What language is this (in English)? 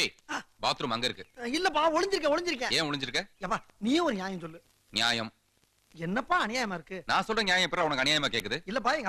Tamil